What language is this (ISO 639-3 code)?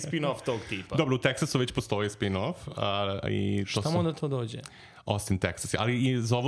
srp